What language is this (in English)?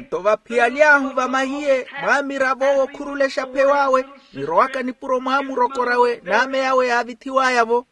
Makhuwa